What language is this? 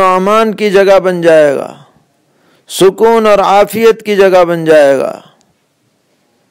Urdu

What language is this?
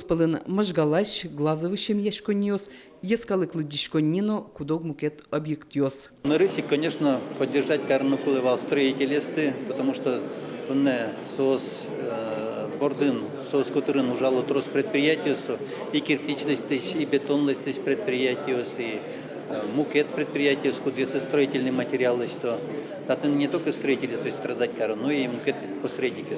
Udmurt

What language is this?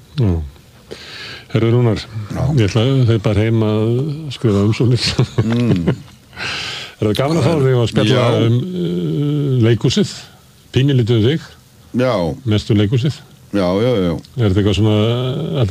Icelandic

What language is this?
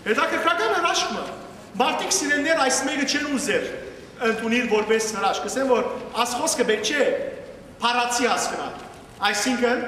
Western Armenian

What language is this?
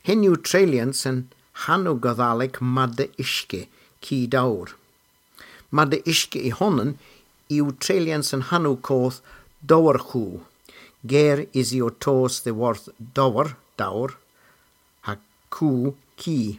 Cornish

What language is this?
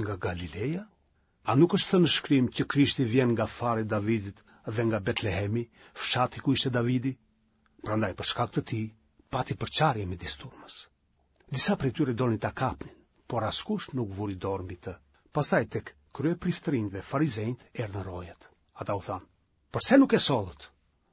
Albanian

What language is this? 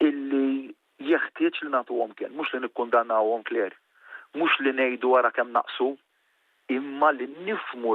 Maltese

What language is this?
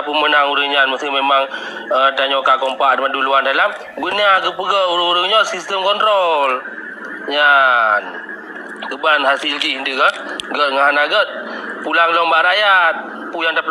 Achinese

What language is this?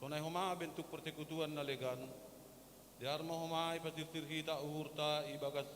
Batak Simalungun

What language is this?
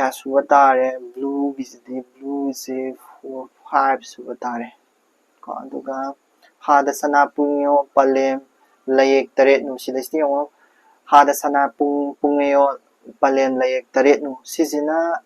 Manipuri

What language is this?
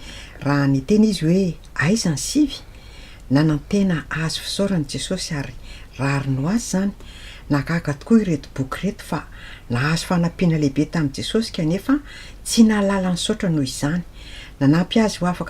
Malagasy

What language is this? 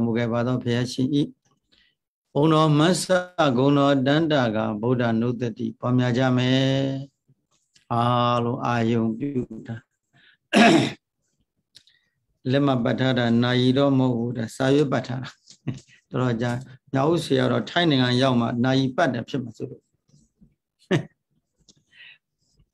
Burmese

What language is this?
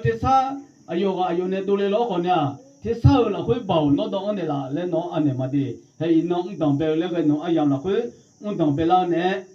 Akha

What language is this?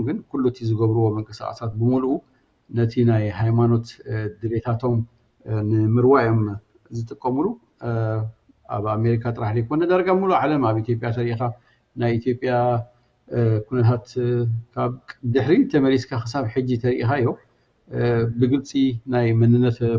Tigrinya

